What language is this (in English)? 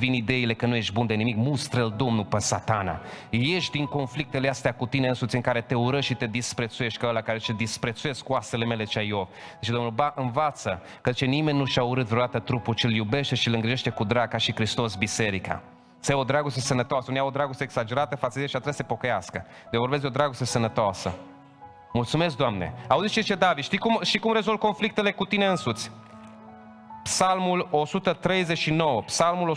Romanian